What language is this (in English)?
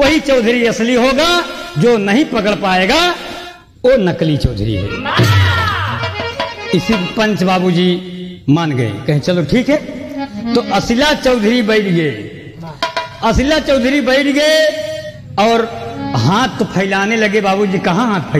Bhojpuri